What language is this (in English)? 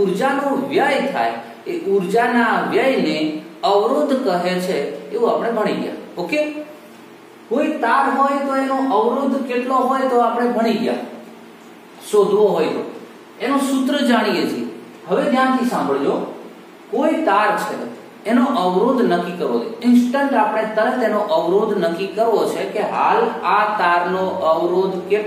Gujarati